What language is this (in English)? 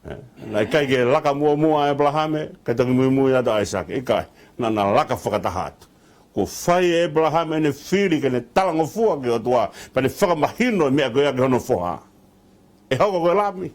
Tongan